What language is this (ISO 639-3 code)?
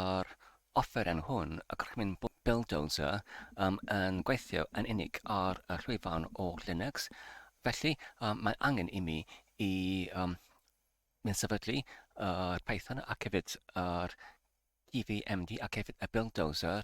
cym